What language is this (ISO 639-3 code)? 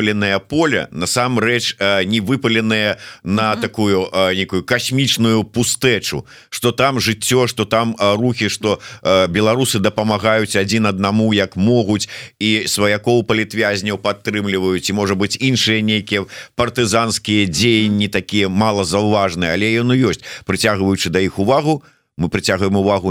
bel